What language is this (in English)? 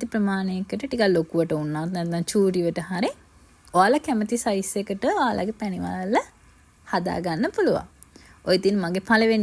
Sinhala